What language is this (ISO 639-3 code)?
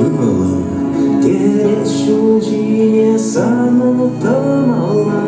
chv